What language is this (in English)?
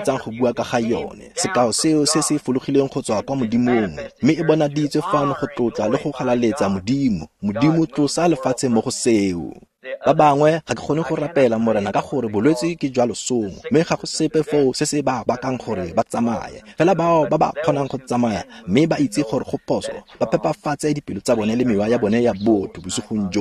Tswana